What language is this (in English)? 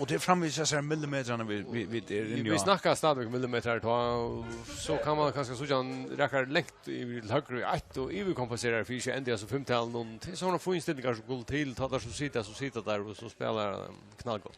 Faroese